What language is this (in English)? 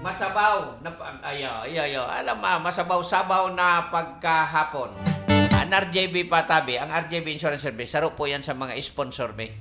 Bikol